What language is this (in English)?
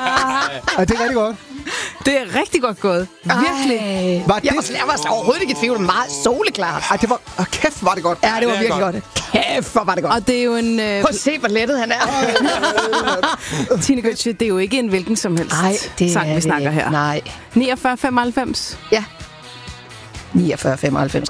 Danish